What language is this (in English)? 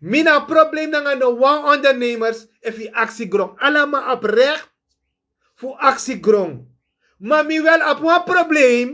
Sranan Tongo